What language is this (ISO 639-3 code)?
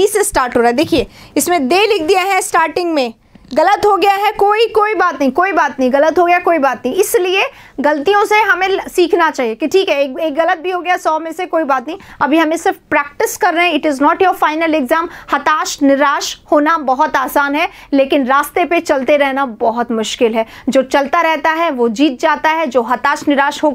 hin